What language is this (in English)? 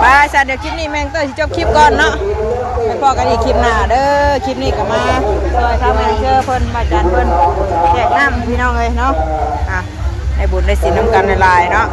Northeastern Thai